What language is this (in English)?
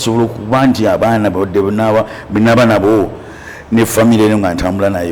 Ganda